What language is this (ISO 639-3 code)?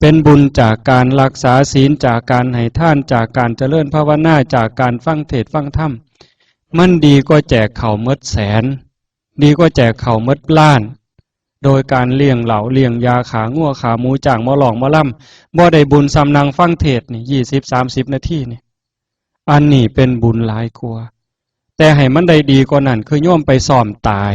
tts